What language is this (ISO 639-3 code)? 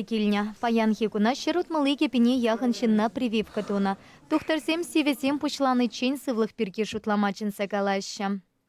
chv